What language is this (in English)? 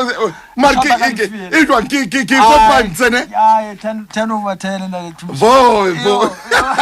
Southern Sotho